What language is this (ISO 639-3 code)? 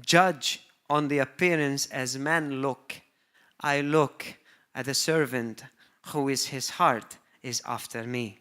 eng